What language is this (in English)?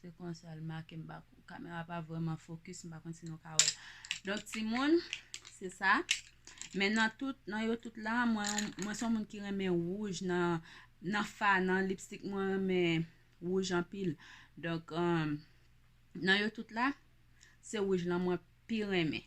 Haitian Creole